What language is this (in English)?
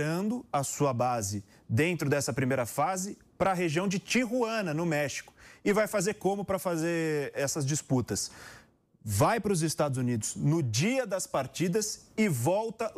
Portuguese